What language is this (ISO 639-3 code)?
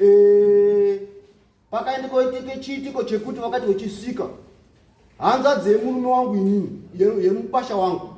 sna